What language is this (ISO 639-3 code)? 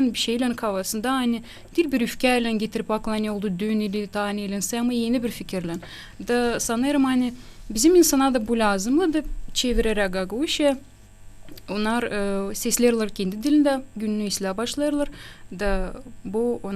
gag